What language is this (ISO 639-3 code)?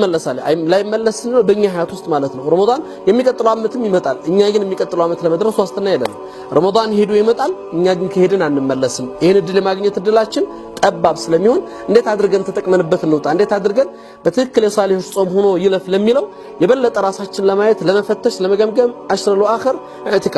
amh